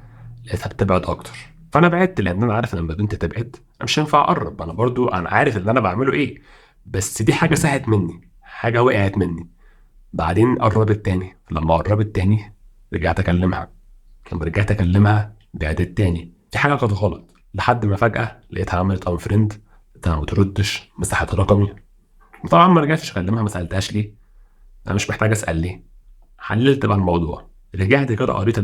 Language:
Egyptian Arabic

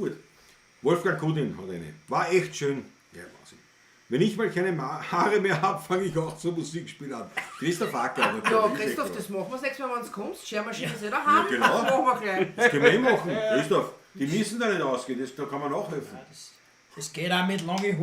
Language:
Bavarian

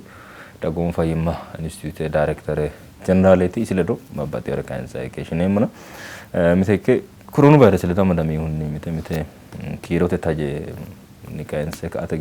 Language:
Sidamo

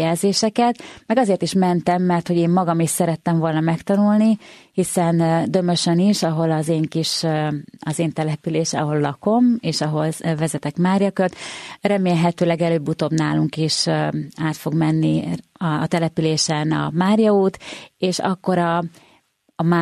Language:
Hungarian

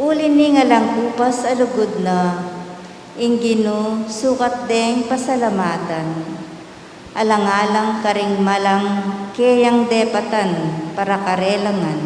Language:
Pampanga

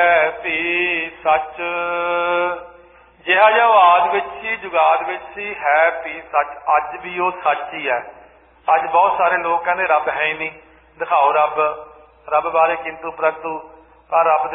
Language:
Punjabi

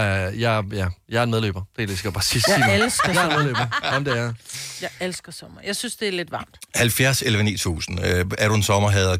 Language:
Danish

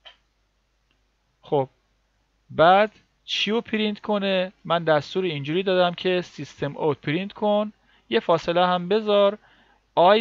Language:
Persian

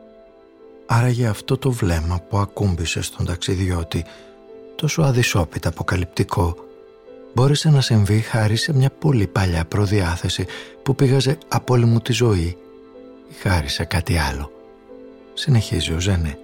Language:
Greek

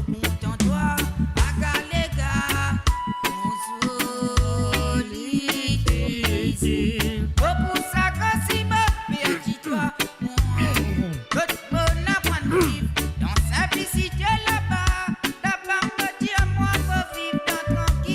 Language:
Morisyen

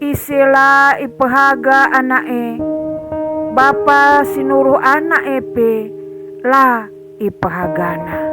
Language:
Batak Karo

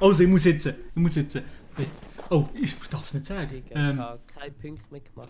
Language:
Swiss German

